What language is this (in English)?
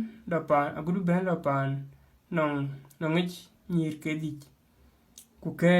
Dinka